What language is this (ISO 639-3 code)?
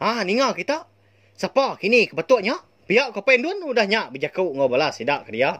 iba